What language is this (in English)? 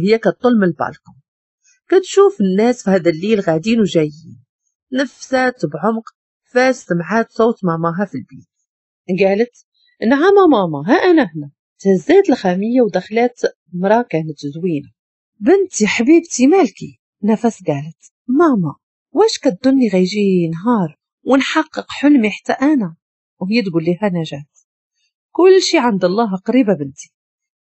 Moroccan Arabic